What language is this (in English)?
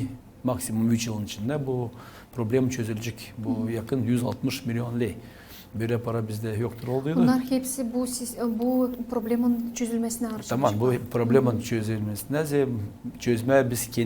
Gagauz